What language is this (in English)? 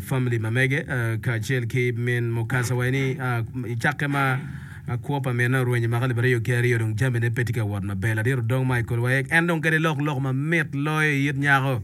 Acoli